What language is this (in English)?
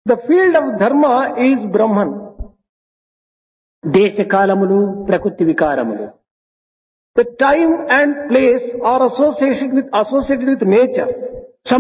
Telugu